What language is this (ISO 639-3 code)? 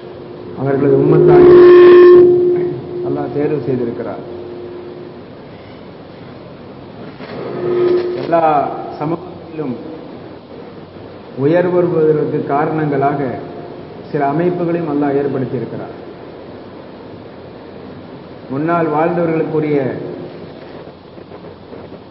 tam